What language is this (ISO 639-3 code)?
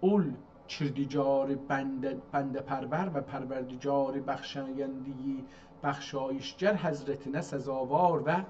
azb